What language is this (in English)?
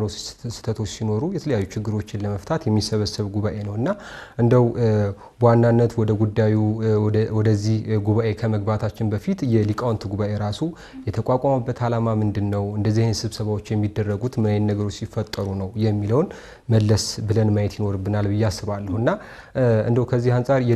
Amharic